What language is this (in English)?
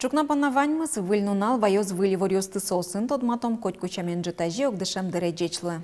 Udmurt